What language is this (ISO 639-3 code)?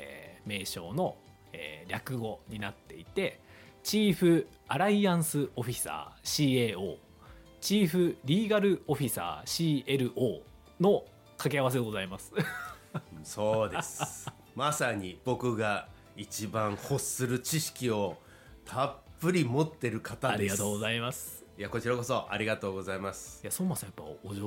jpn